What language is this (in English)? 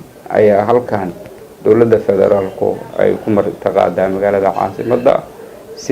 Somali